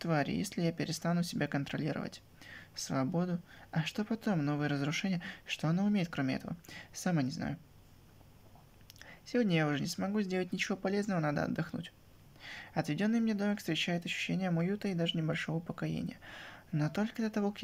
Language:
Russian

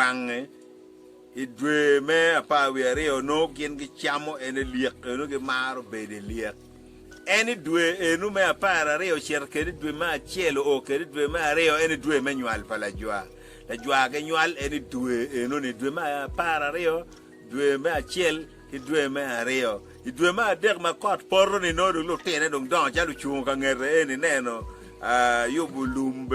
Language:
Acoli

